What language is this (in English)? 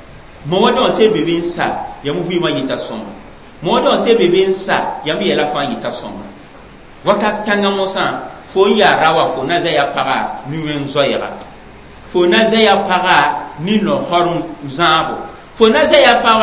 Mossi